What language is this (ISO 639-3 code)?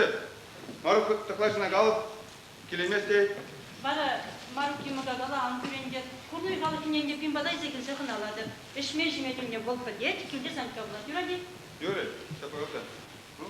chv